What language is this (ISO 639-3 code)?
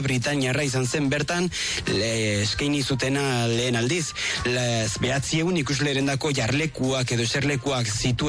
eus